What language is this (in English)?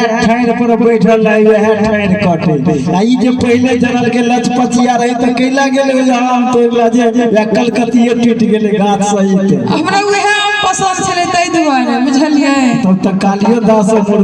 Maithili